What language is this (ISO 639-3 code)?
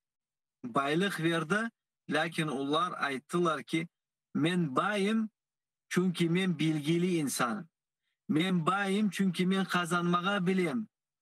crh